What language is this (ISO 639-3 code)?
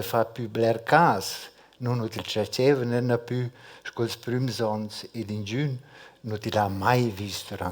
roh